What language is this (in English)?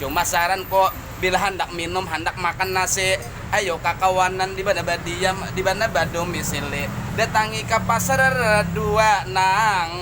Banjar